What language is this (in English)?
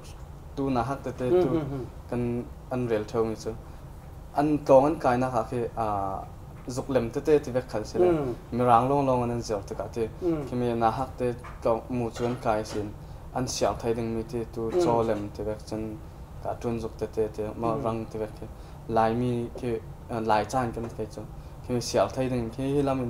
Falam Chin